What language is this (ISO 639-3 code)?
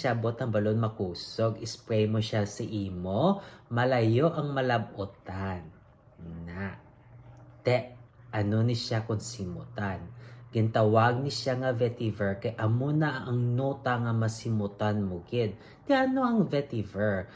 hil